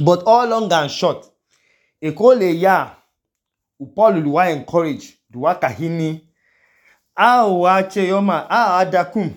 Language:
Idoma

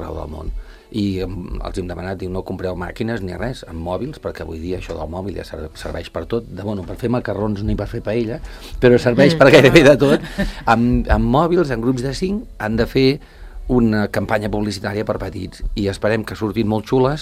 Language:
Catalan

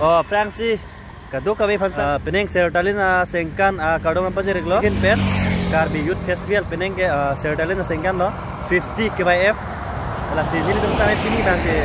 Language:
Karbi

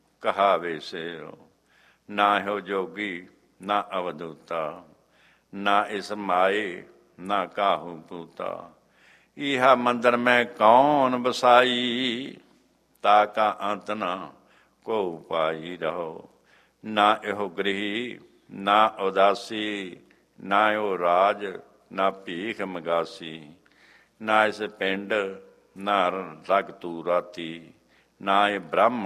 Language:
Punjabi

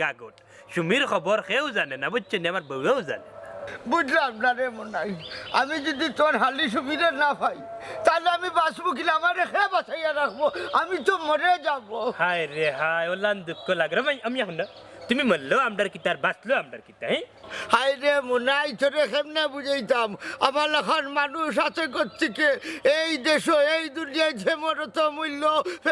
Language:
Sylheti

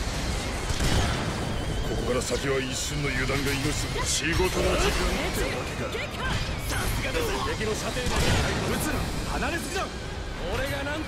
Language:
Japanese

